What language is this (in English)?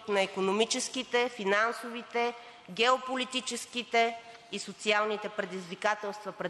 Bulgarian